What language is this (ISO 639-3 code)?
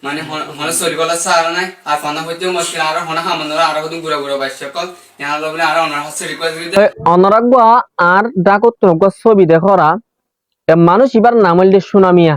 rhg